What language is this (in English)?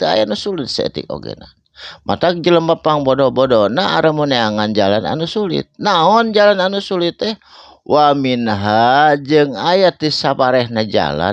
Sundanese